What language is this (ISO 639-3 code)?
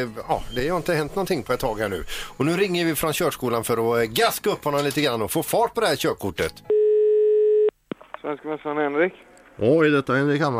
swe